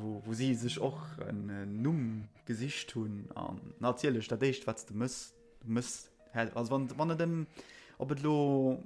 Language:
Luxembourgish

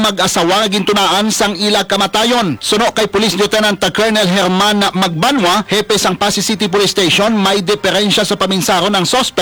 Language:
Hiligaynon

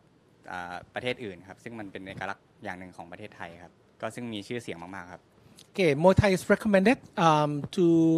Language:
Thai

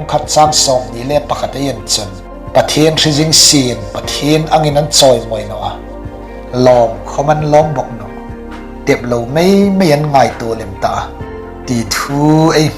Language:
Hmar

